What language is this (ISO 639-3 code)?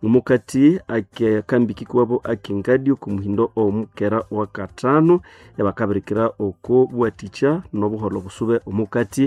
nnb